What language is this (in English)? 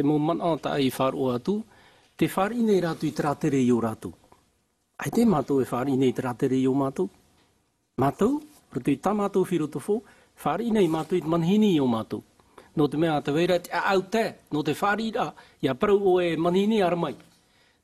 Tahitian